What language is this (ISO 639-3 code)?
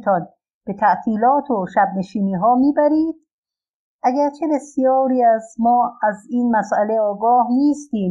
fas